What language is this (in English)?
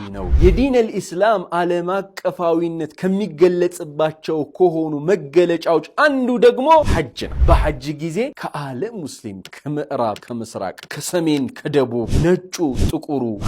Amharic